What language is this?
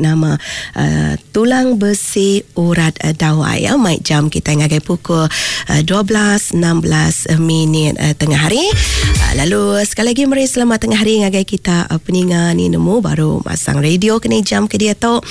Iban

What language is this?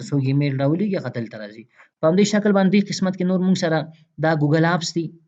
Pashto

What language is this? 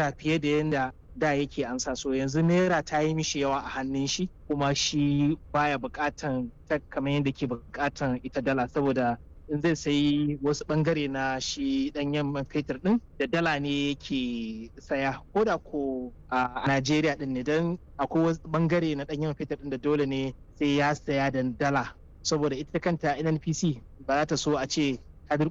Hausa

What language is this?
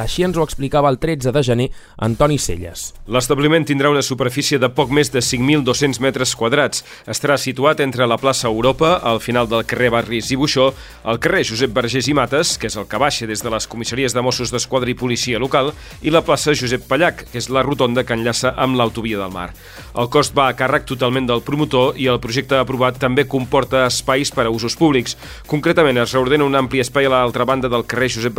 Catalan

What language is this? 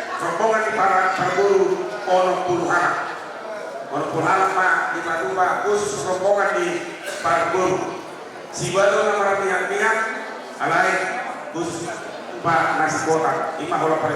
Batak Toba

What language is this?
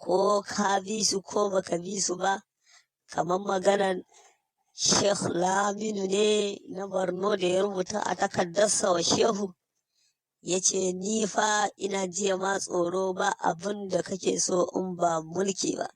Hausa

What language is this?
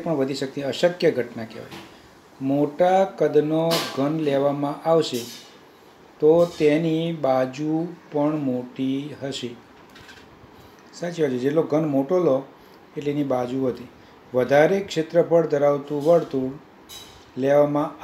Gujarati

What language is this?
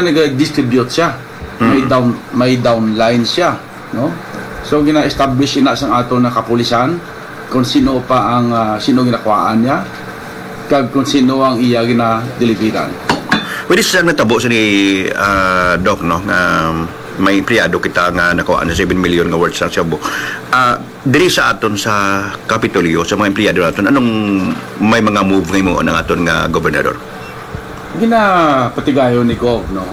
Hiligaynon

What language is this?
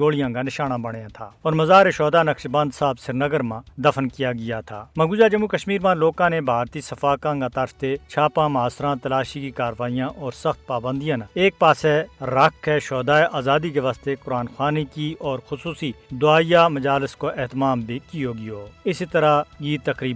Gujari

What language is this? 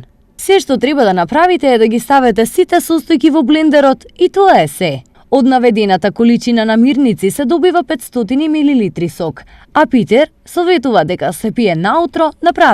Macedonian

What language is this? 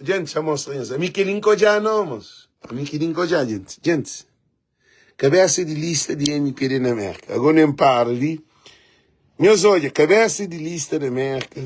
Kabuverdianu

